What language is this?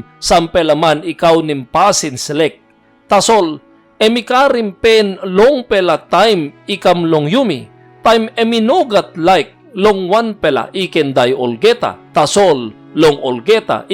Tok Pisin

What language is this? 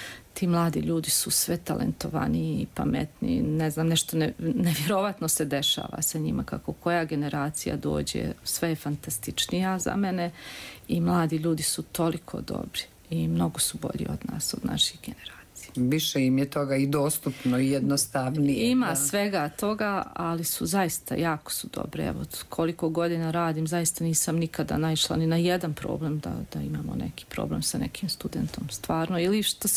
Bosnian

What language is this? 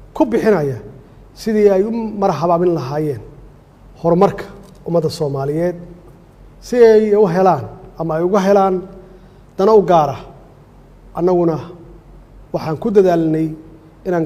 Somali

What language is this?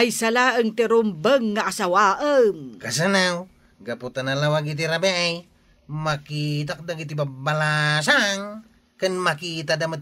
Iloko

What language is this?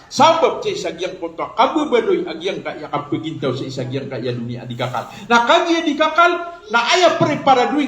Maranao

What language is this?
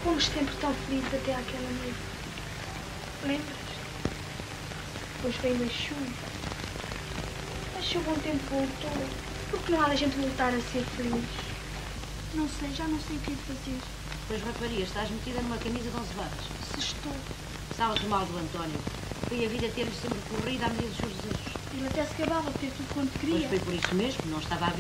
Portuguese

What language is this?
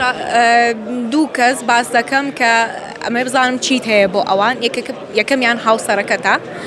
Central Kurdish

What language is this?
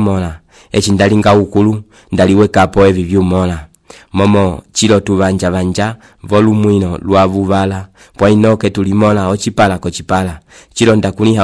Umbundu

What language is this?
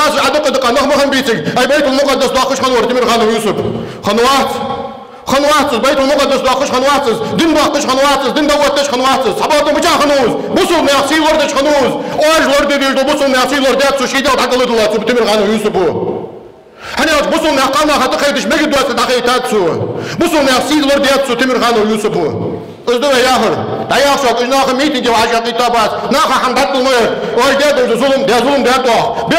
Ingush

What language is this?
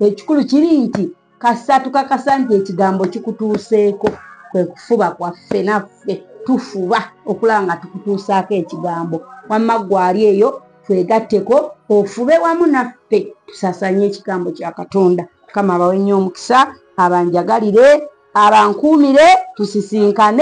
Ganda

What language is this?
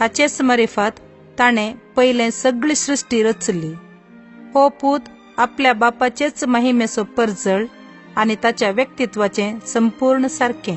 Konkani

